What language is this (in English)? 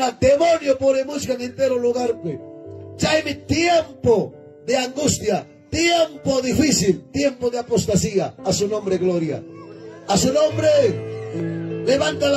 Ayacucho Quechua